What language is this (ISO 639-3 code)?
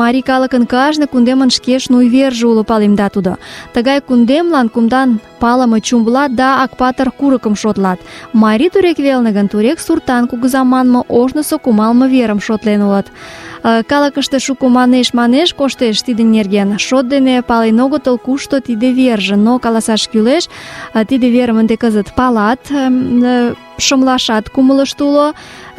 chm